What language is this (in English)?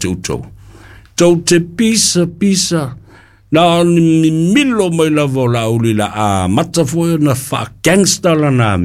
Samoan